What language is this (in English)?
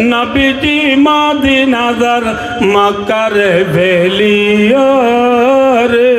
Rohingya